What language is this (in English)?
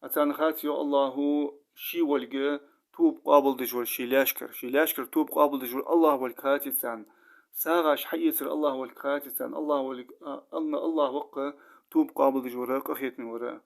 Ingush